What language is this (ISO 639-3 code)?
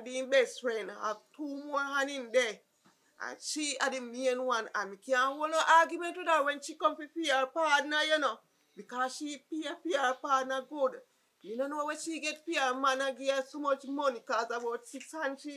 jam